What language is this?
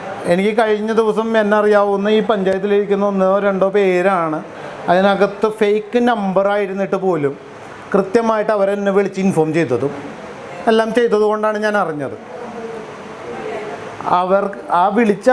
Malayalam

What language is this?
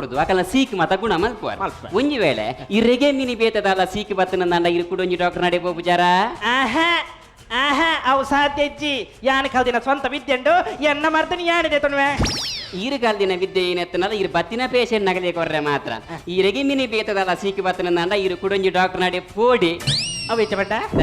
Tulu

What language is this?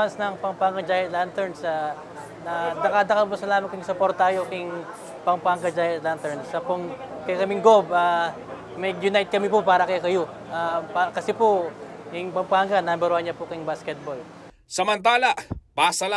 Pampanga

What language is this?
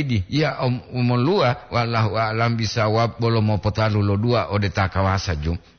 Gorontalo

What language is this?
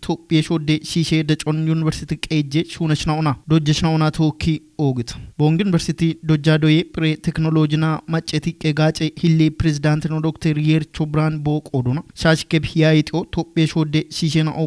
Kafa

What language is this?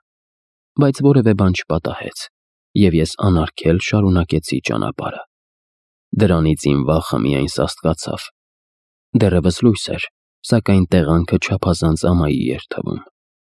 Armenian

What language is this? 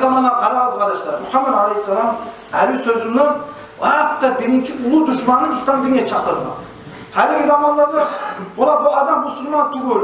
Kumyk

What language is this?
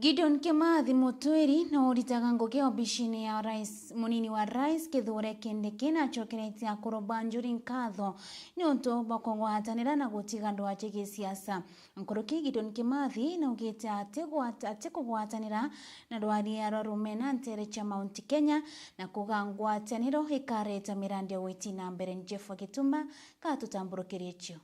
Meru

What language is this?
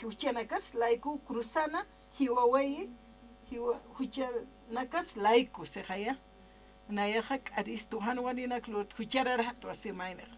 Aymara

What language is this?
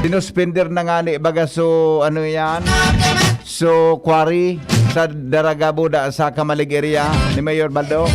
Bikol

